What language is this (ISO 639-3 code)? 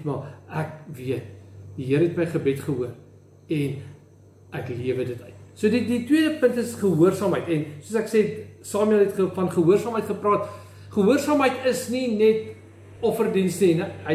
afr